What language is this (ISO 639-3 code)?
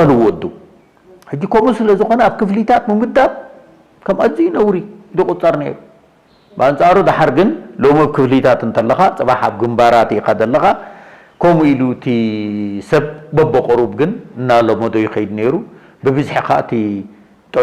tir